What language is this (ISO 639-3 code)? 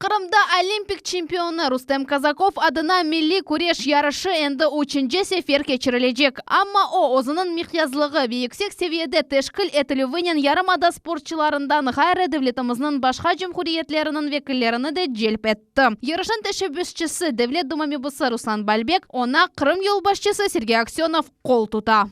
crh